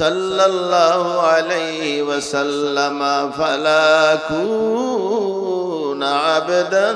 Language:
Sylheti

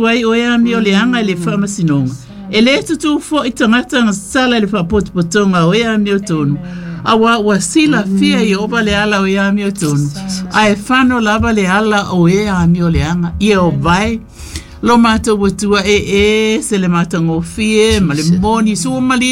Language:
Samoan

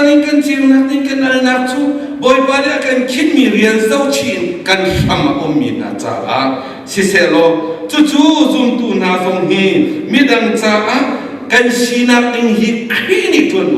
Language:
Hakha Chin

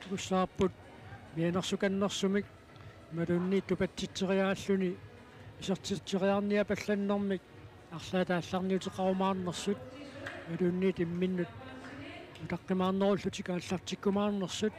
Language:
Kalaallisut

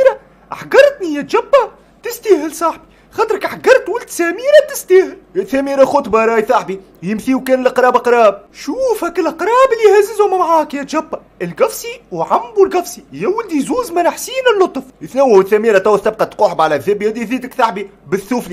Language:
Tunisian Arabic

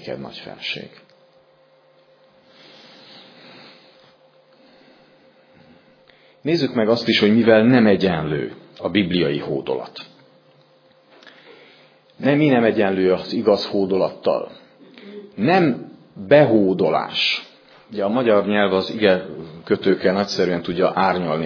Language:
Hungarian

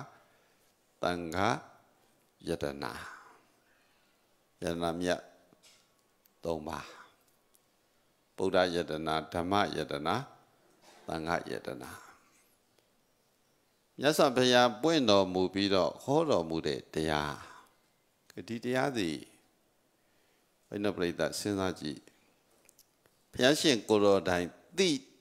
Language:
Burmese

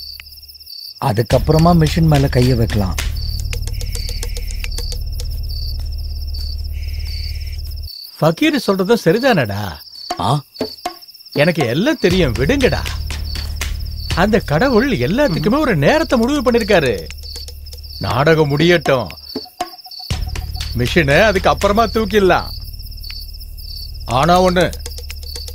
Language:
Tamil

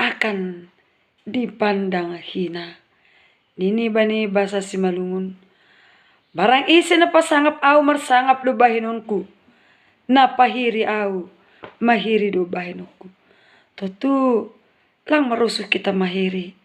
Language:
Batak Simalungun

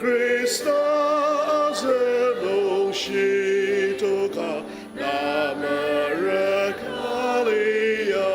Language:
Ao Naga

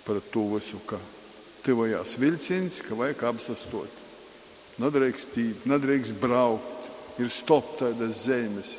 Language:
Latgalian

